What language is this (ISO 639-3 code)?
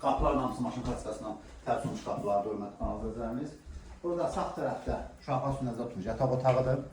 aze